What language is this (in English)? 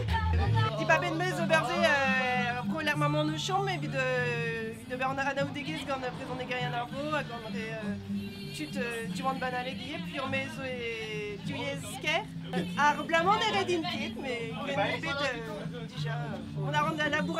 Breton